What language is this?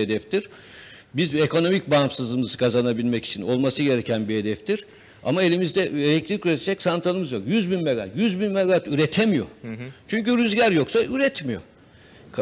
Turkish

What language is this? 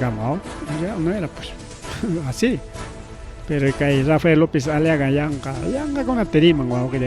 Ayacucho Quechua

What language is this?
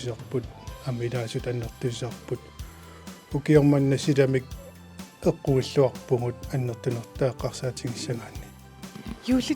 Kalaallisut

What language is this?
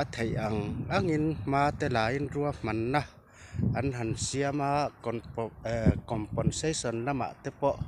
Mizo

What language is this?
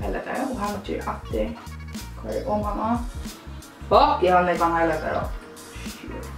Faroese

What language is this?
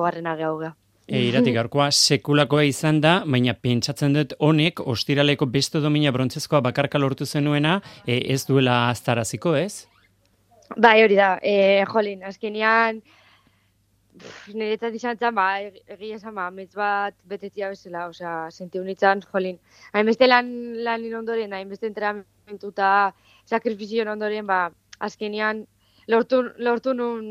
Basque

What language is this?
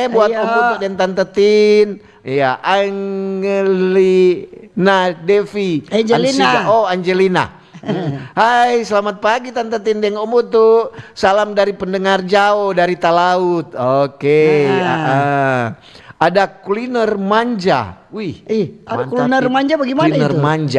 Manado Malay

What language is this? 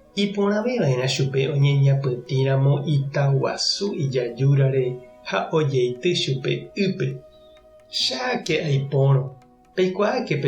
Guarani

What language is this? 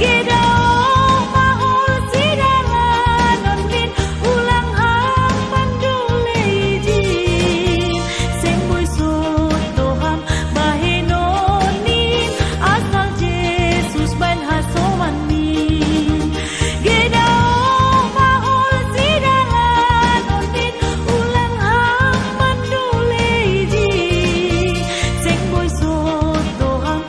Batak Simalungun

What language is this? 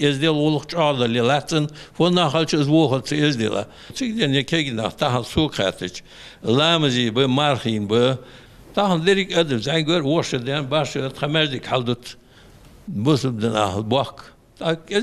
Ingush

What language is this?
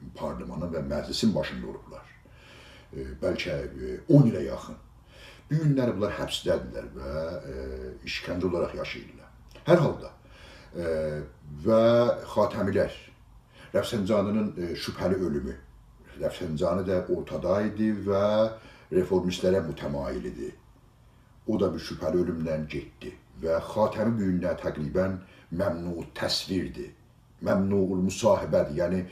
South Azerbaijani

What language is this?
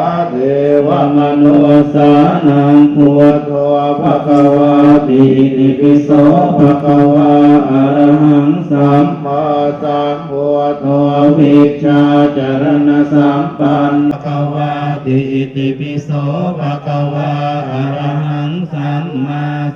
Pali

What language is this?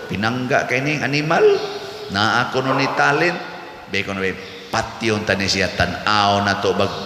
Cebuano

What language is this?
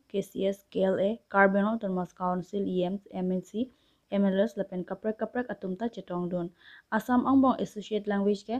Karbi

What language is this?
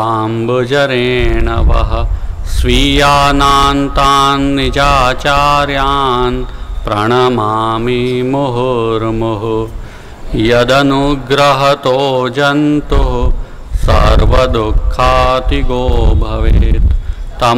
Gujarati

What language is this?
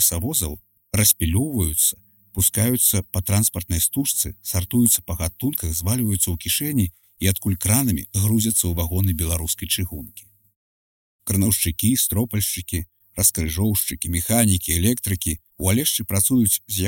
Belarusian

